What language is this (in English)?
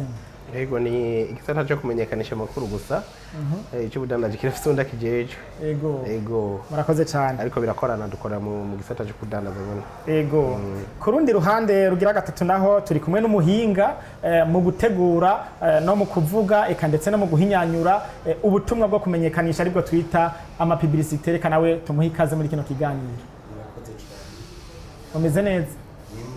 Rundi